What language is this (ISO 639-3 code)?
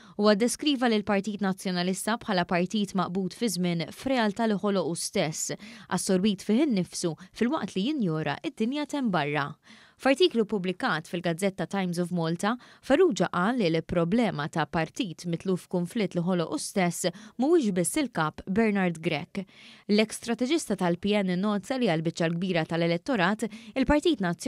mlt